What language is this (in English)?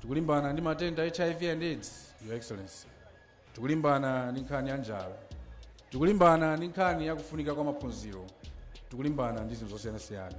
Nyanja